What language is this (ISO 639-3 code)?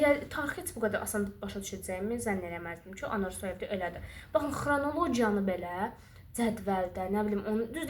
aze